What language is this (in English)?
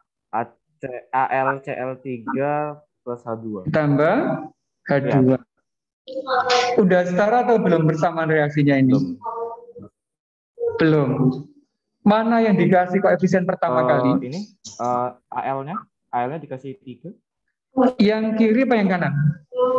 Indonesian